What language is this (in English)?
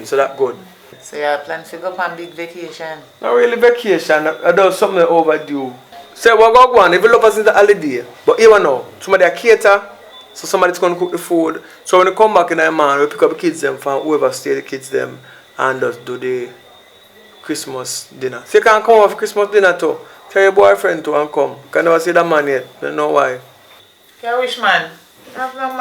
Jamaican Creole English